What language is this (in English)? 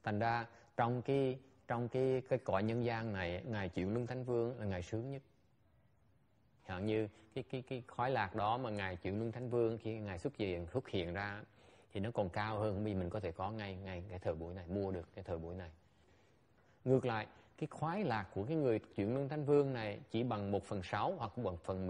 Vietnamese